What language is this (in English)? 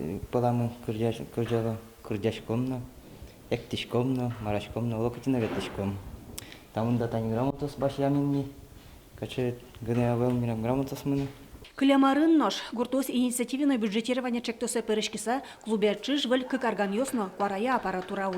Udmurt